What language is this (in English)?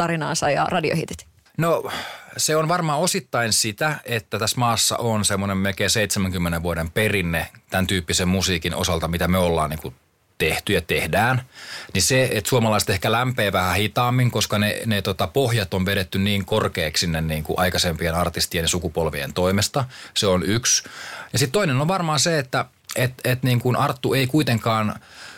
Finnish